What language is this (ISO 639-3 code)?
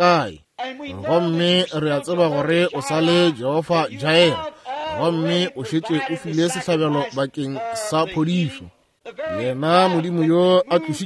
nso